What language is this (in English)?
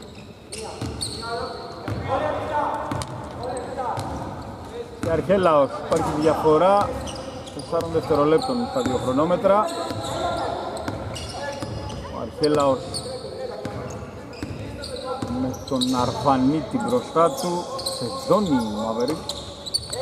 Greek